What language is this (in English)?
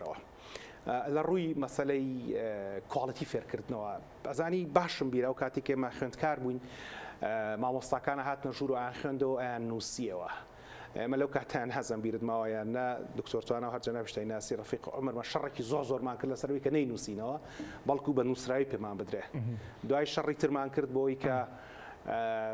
Central Kurdish